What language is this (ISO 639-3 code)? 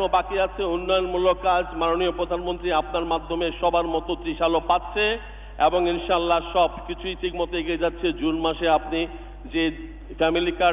ben